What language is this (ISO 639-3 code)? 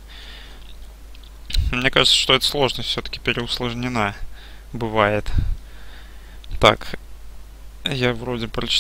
rus